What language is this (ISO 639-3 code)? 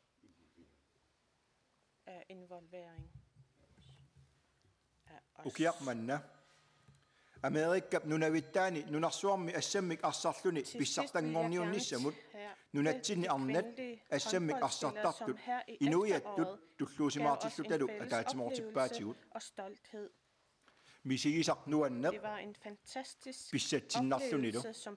kal